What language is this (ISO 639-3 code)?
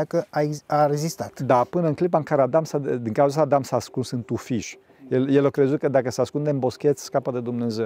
ron